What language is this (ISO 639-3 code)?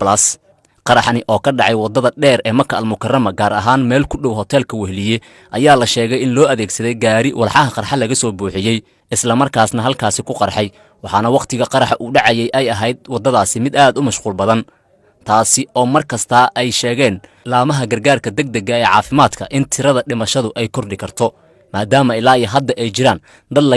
som